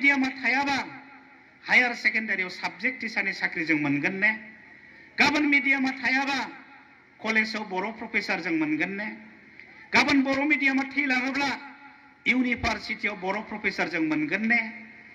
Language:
Bodo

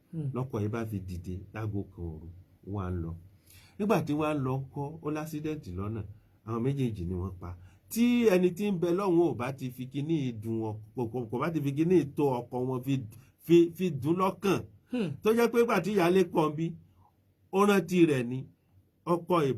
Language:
Yoruba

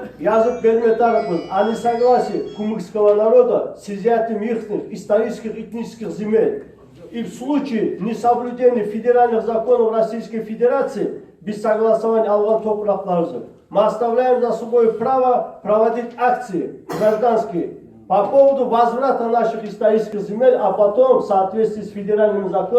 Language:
Kumyk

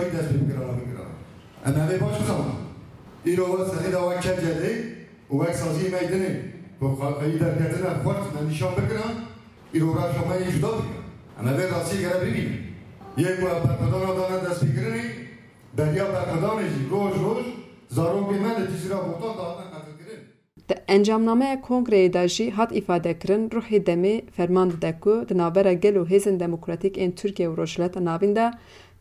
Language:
Kurdish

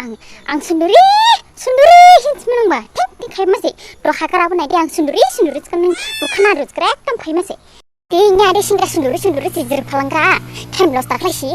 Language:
Dimasa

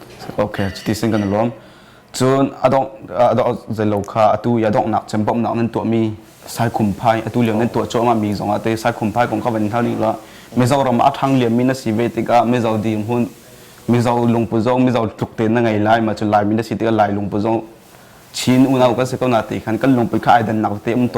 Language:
Hakha Chin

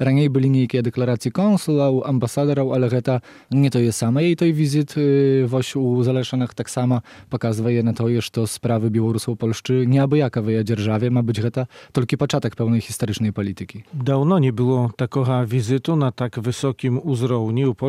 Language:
Belarusian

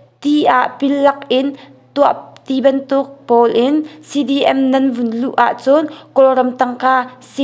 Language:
Hakha Chin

